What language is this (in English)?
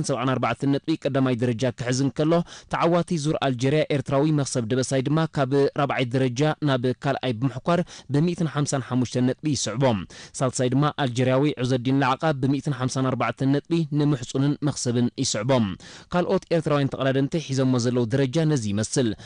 Tigrinya